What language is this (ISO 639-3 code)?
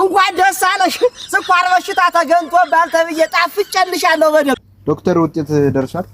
amh